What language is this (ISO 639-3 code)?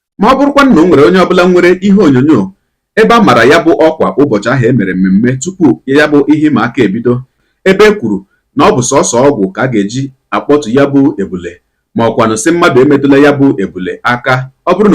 ibo